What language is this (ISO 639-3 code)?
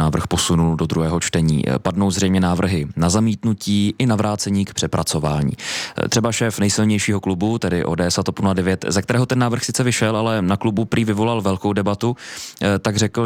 ces